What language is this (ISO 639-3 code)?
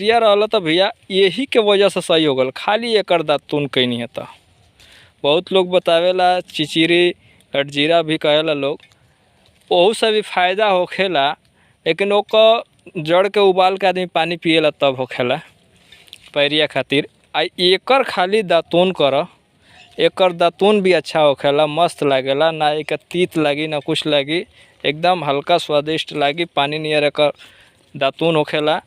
bho